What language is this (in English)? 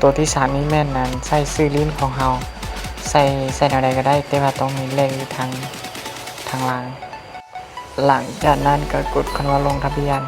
Lao